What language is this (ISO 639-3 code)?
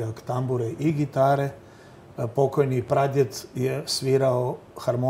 hrv